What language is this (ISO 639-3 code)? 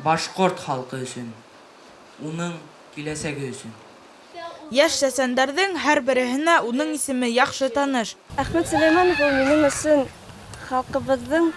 bak